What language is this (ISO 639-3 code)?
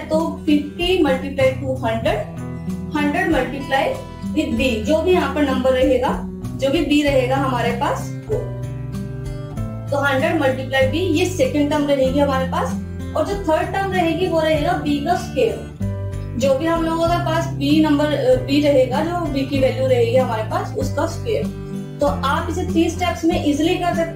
hin